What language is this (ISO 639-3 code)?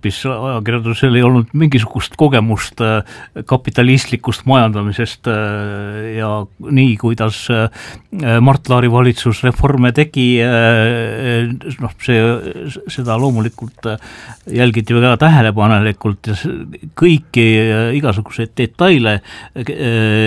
est